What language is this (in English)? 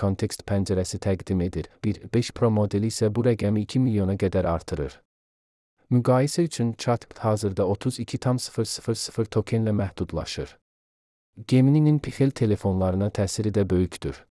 Azerbaijani